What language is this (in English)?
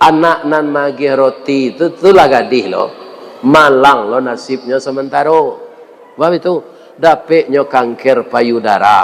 Minangkabau